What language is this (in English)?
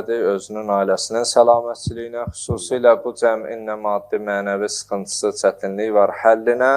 Azerbaijani